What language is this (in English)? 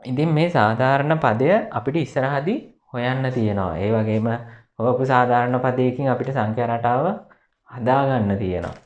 Sinhala